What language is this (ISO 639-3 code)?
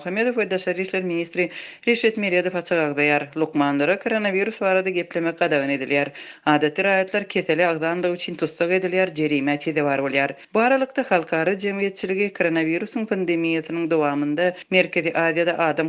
tuk